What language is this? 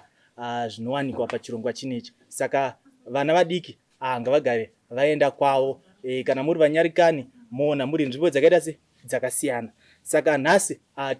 Shona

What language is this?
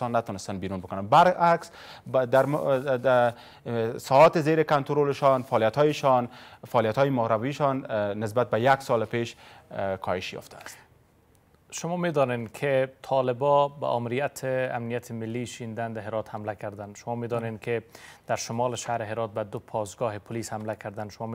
Persian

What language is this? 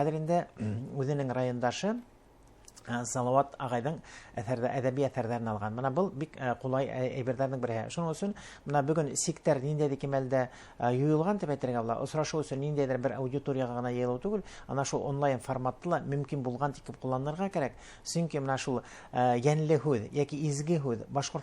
Bashkir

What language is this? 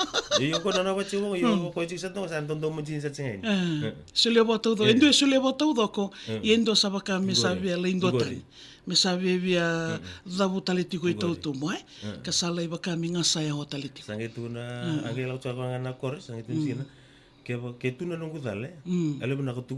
Fijian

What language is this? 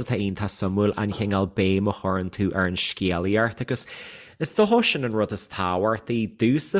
Irish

